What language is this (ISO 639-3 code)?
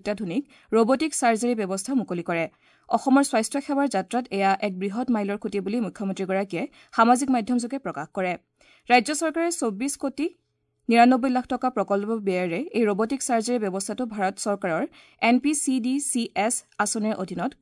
asm